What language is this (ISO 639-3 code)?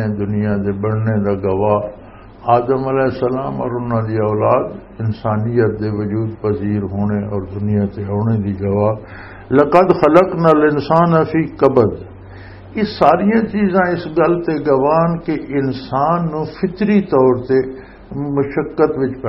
lah